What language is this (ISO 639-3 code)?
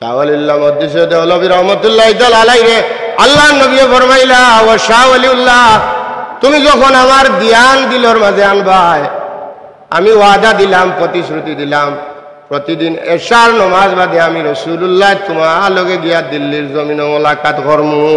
syl